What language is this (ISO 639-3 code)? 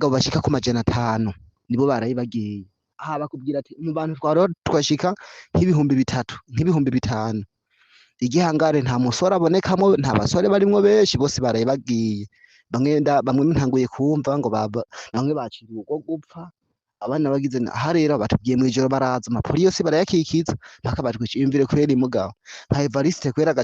run